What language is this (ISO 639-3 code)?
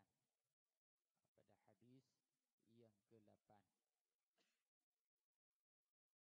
msa